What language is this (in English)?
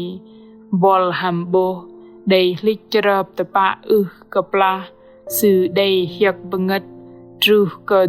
Bahnar